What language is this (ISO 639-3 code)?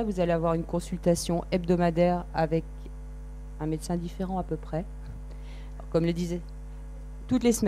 fra